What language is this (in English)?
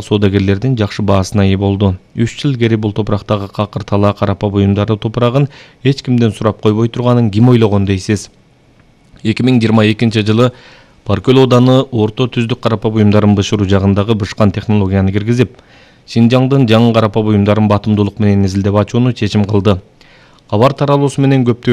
Kyrgyz